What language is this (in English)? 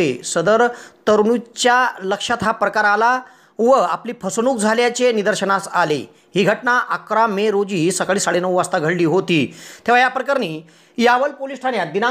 Marathi